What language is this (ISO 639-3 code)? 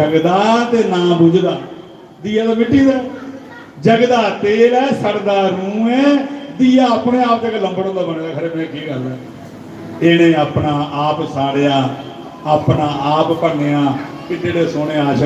doi